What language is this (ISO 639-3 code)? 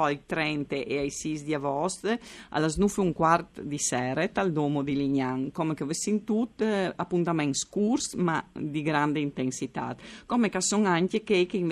fur